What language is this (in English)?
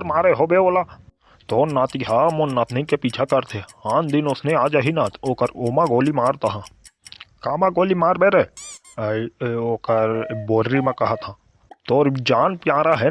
Chhattisgarhi